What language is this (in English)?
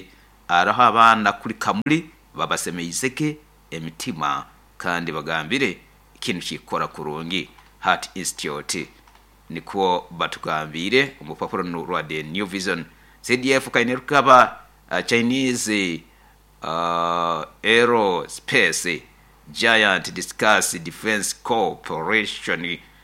Nyoro